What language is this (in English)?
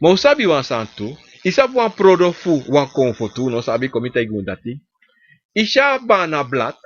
Sranan Tongo